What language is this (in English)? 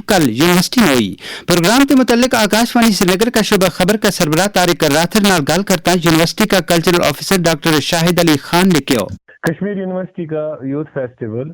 Gujari